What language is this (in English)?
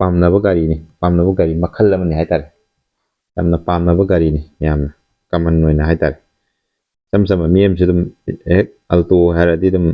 Manipuri